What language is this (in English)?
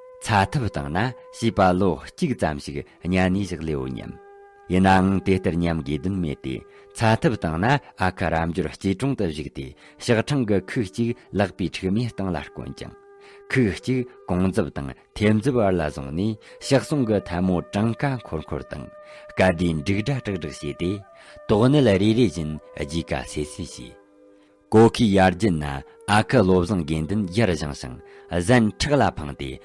Tibetan